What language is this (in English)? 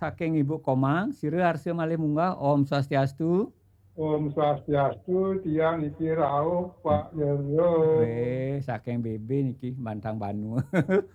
Balinese